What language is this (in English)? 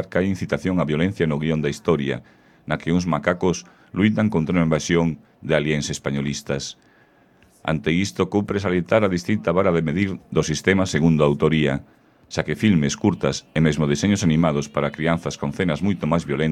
Galician